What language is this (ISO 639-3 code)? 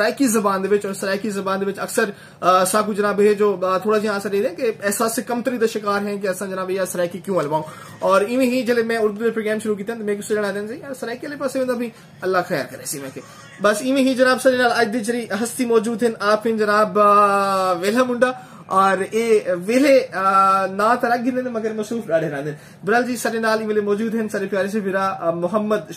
skr